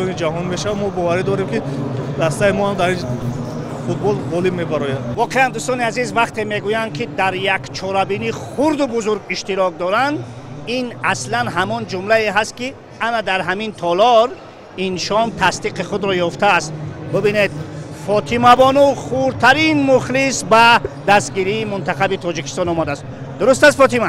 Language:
Tajik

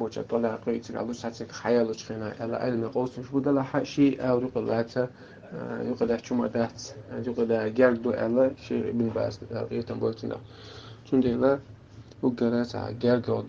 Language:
Chechen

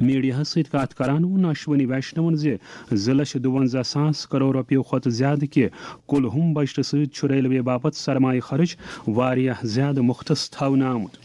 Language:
Kashmiri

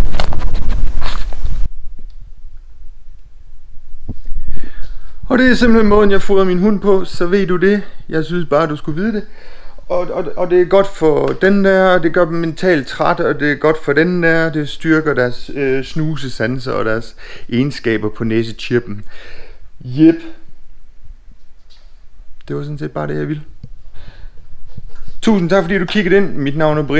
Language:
Danish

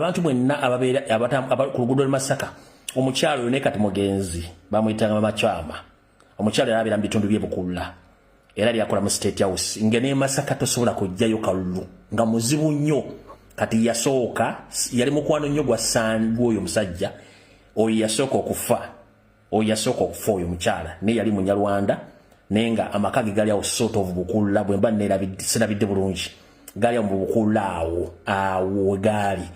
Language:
Ganda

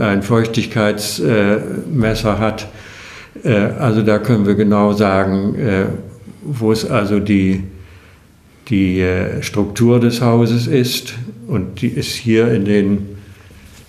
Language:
German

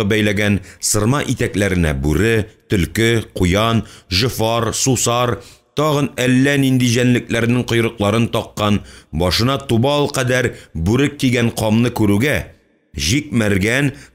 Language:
Tatar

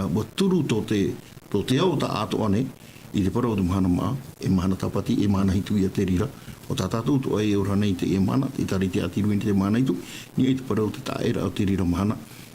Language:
Tahitian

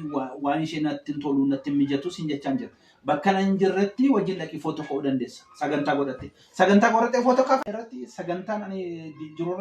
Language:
Oromo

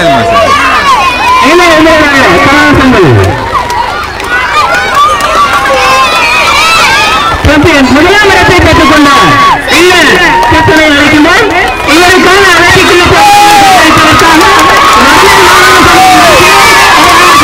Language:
Tamil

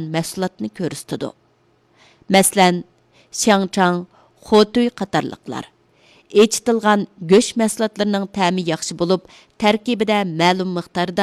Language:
Uyghur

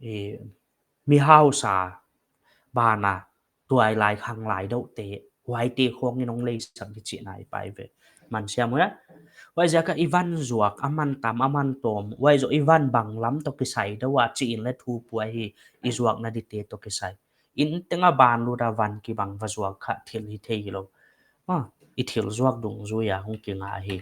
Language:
Paite Chin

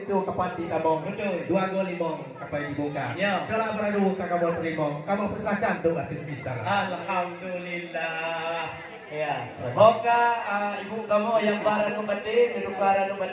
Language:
Achinese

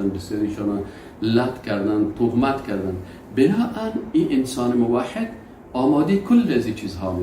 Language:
Persian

